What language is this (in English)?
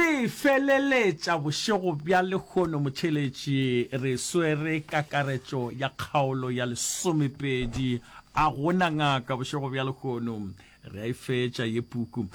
Northern Sotho